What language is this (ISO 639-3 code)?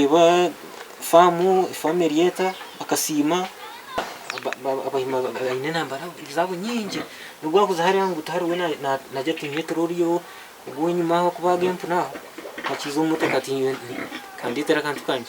nyn